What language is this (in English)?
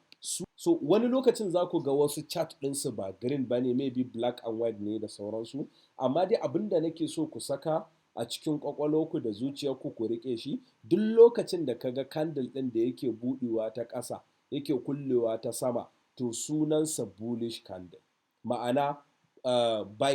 Hausa